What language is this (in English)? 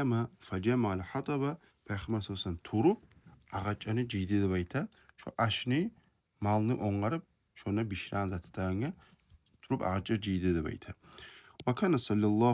Kumyk